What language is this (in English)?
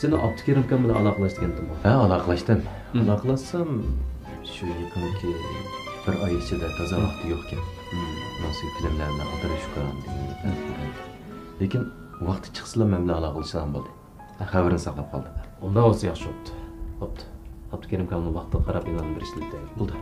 Uyghur